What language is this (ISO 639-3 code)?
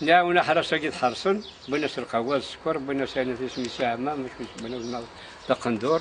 kab